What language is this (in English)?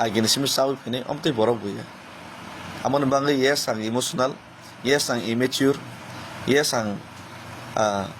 Kok Borok